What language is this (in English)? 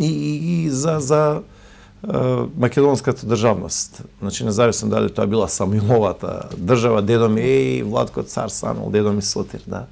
Macedonian